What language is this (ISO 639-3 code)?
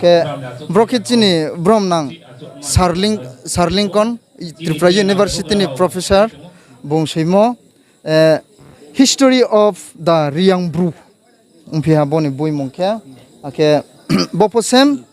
ria